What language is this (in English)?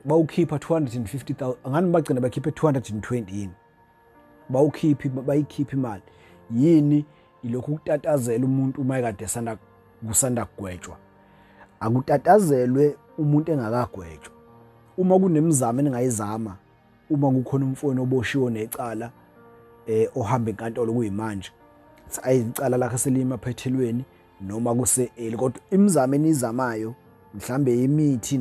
Zulu